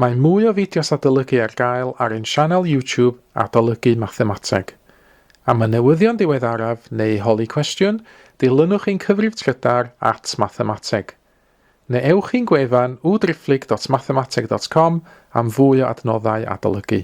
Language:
Welsh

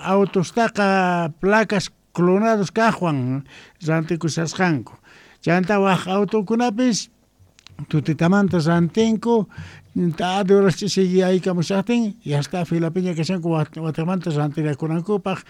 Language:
Quechua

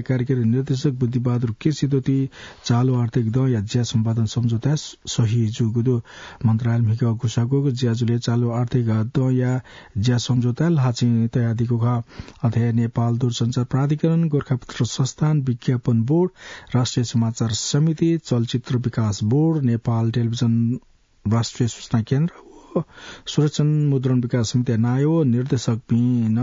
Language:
Newari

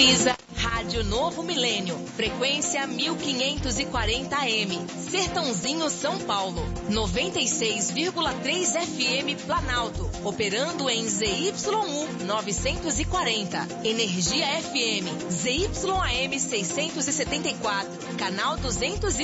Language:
Portuguese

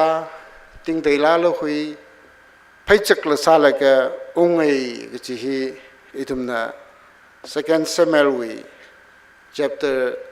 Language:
Tangkhul Naga (India)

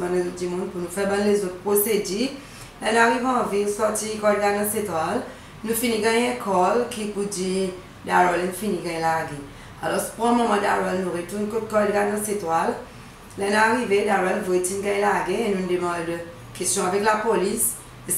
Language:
Seselwa Creole French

